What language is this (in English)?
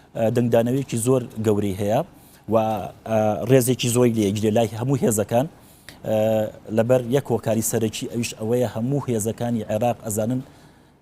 Central Kurdish